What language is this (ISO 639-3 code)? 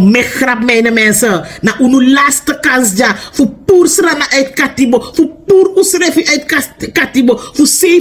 srn